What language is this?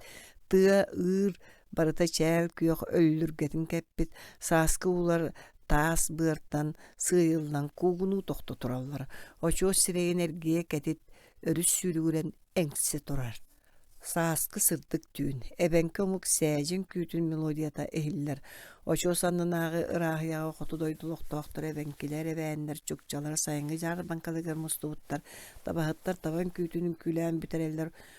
Yakut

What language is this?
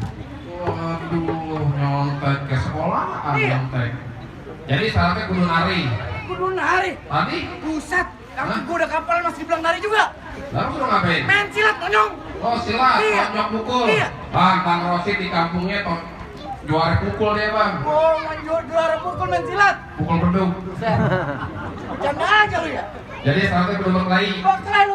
Betawi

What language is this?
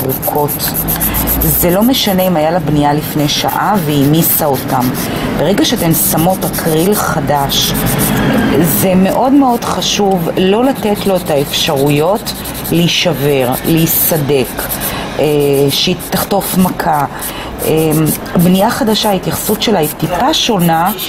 Hebrew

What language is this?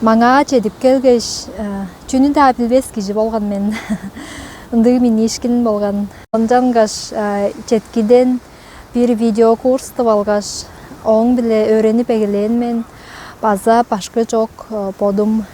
Tuvinian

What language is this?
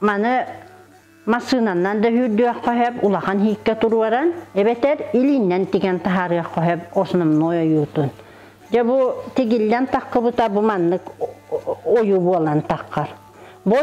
Yakut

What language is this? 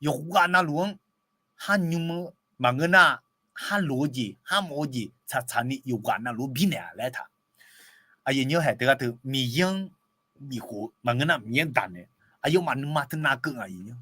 Akha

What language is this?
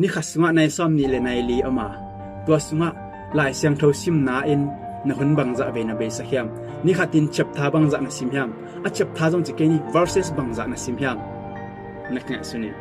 Tedim Chin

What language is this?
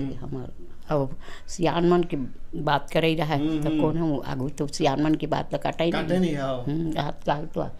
Chhattisgarhi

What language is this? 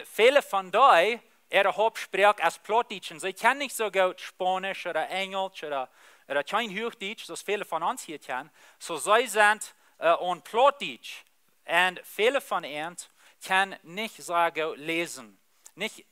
Plautdietsch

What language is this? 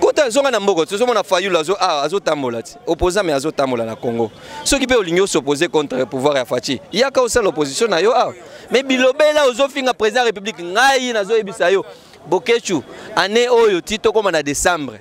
Lingala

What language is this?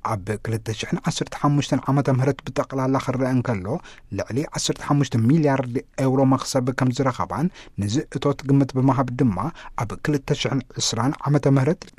Tigrinya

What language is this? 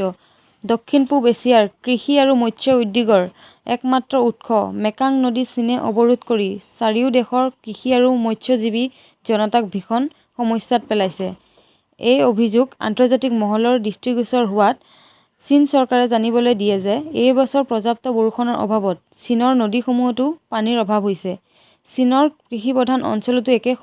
Assamese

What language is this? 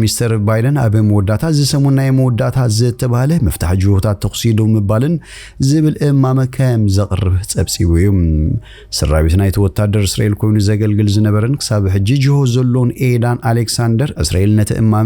Tigrinya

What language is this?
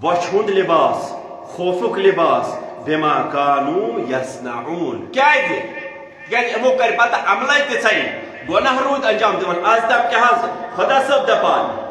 Kashmiri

